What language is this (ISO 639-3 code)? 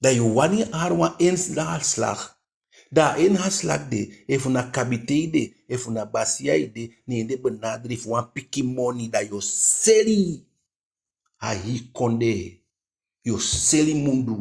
djk